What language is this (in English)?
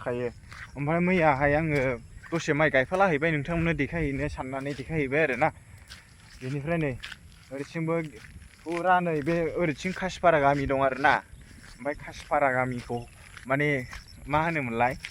Bodo